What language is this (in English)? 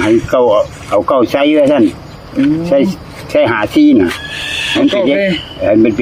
Northeastern Thai